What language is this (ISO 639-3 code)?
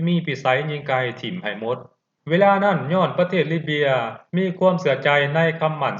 lao